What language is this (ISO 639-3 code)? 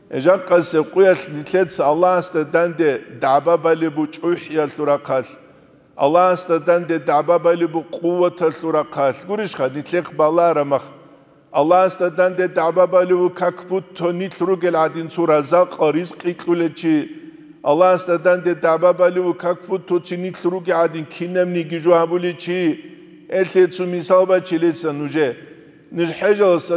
ava